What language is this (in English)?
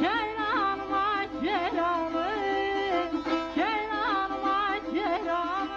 South Azerbaijani